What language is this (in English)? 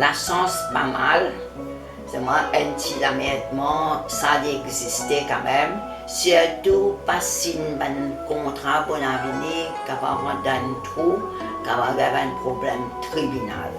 Morisyen